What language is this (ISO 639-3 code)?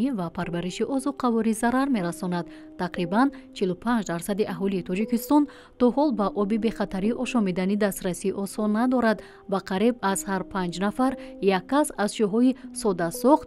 tgk